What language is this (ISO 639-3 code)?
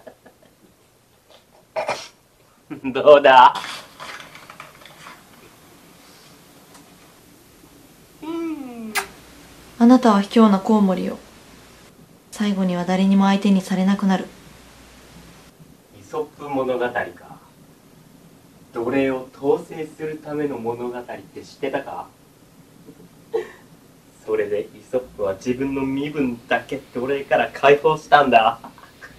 jpn